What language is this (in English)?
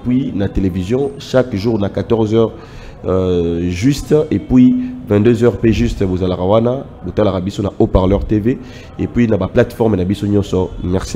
Lingala